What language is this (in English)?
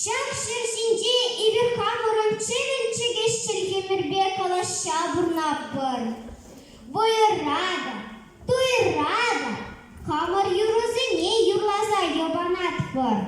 Chuvash